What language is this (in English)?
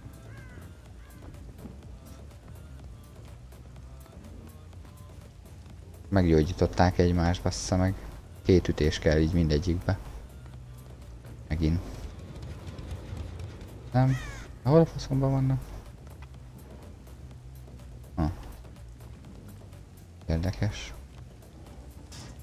Hungarian